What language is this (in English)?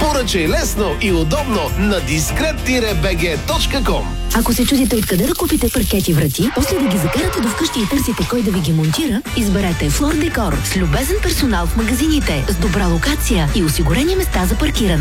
Bulgarian